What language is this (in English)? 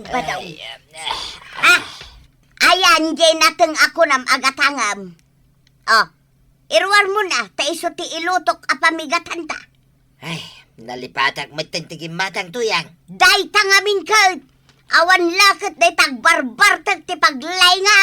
Iloko